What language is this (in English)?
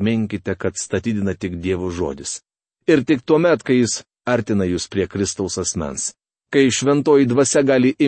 Lithuanian